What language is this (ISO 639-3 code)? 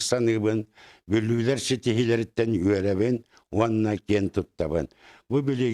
sah